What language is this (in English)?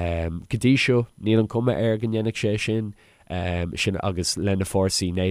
Irish